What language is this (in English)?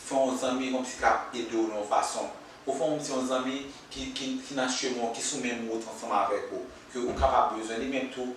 Haitian Creole